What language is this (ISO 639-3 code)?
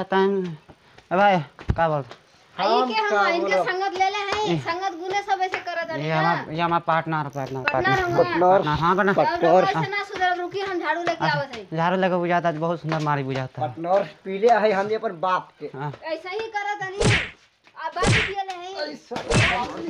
bho